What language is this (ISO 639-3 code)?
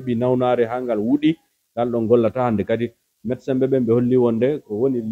ful